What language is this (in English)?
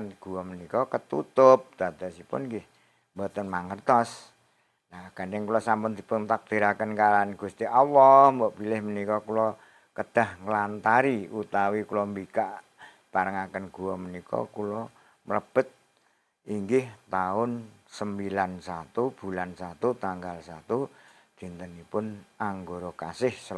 Javanese